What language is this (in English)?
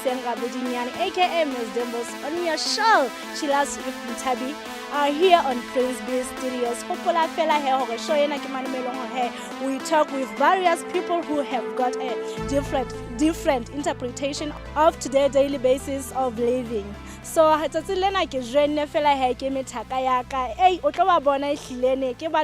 Southern Sotho